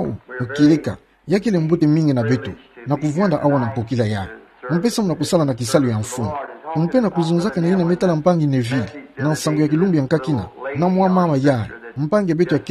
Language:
Kituba (Democratic Republic of Congo)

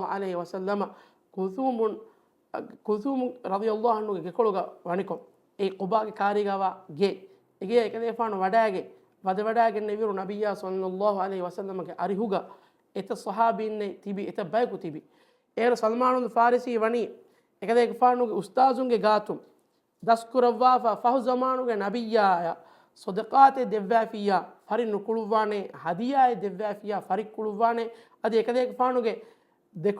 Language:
Divehi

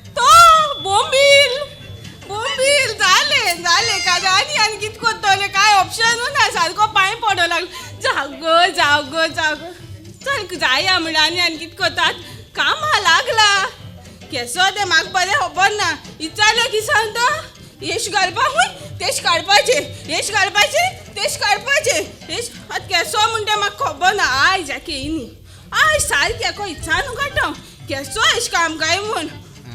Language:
Konkani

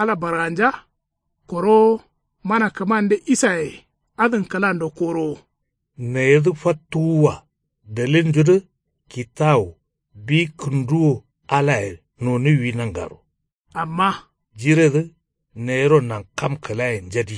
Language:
Kanuri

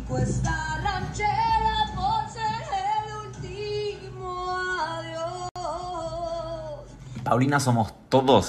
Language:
Spanish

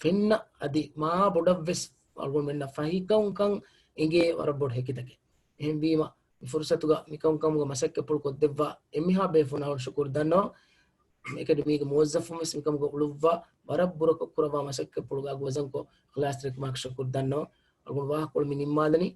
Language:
Divehi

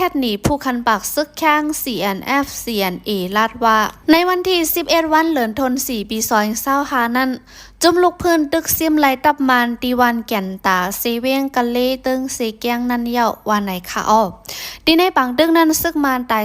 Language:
Shan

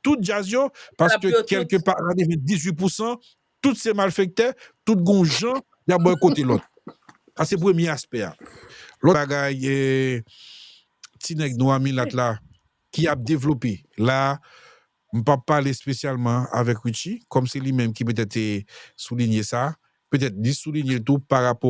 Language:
Haitian Creole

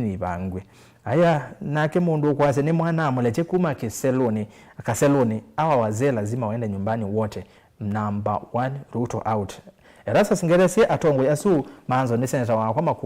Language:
Kamba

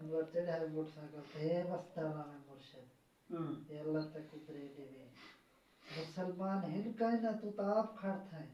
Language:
Saraiki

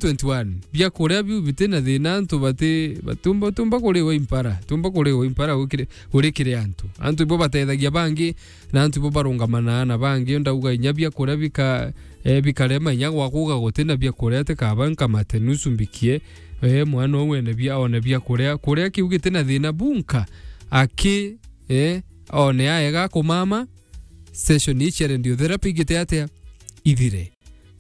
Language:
Meru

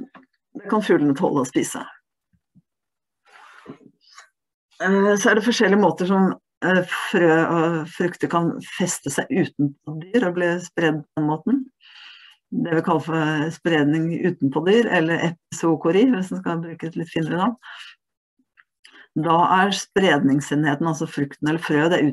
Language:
Norwegian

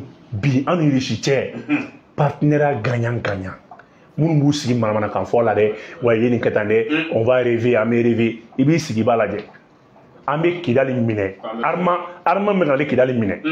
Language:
Bambara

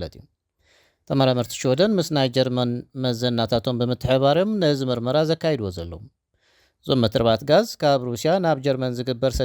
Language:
Tigrinya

